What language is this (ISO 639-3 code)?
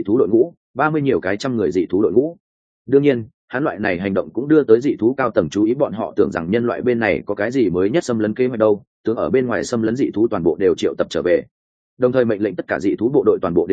vie